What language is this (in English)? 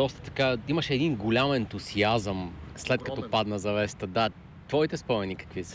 Bulgarian